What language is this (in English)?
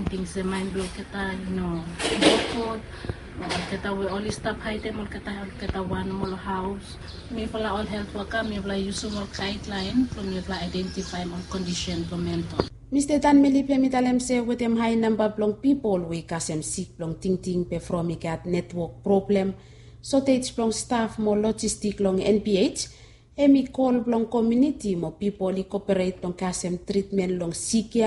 Bislama